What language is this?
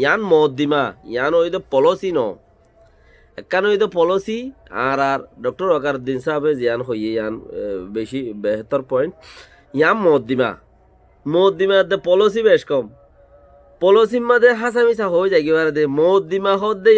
Rohingya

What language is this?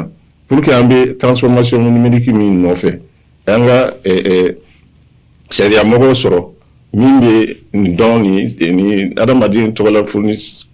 Bambara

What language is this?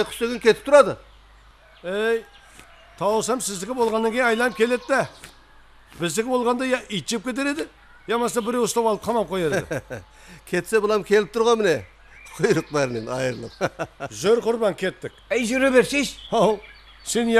Kara-Kalpak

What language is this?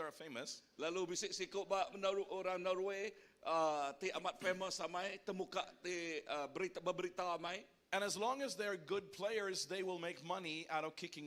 Iban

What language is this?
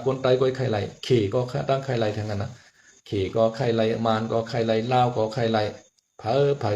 Shan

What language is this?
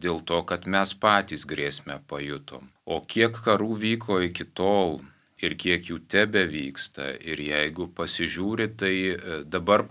Lithuanian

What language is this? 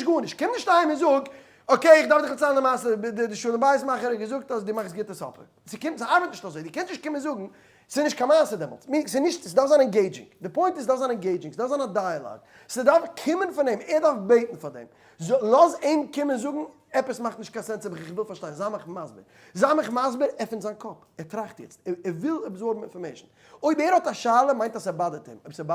Yiddish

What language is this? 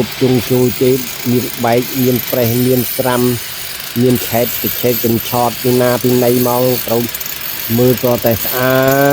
Khmer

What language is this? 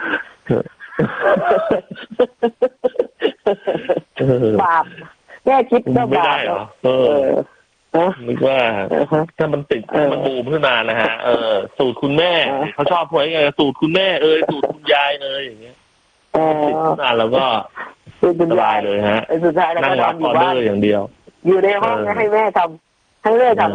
Thai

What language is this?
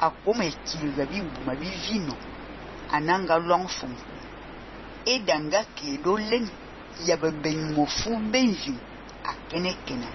Fang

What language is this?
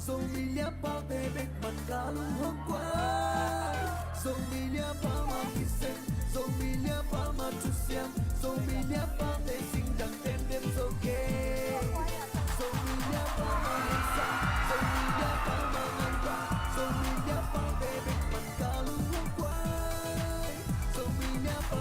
Tedim Chin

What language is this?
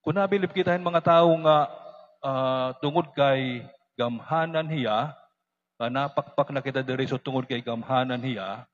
Waray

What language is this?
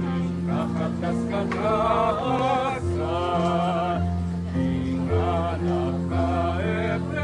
Pampanga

